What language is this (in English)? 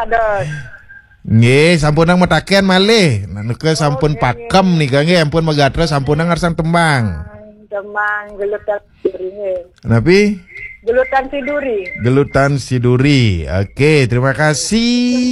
Balinese